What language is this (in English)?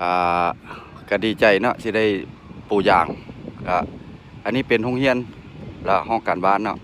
Lao